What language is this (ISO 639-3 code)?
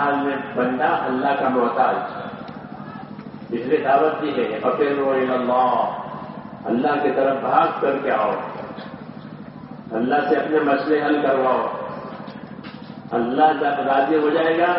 urd